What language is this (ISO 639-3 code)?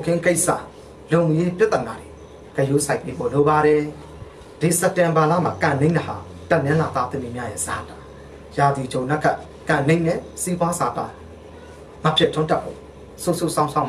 mya